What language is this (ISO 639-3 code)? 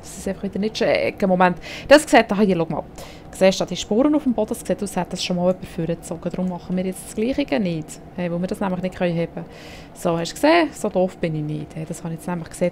gsw